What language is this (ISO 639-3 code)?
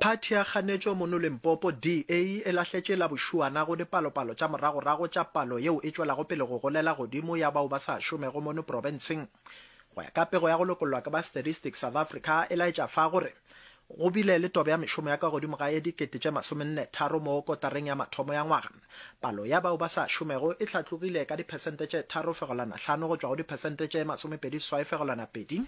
nso